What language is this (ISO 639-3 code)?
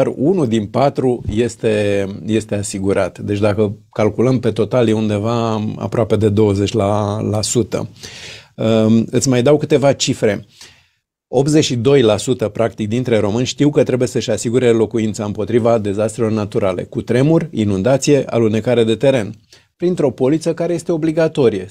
ron